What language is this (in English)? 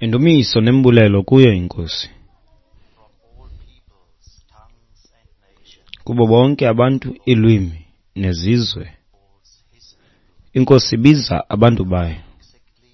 Xhosa